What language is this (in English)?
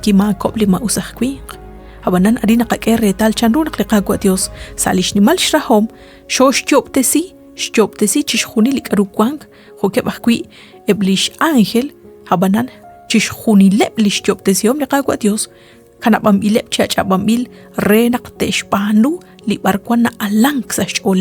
Kekchí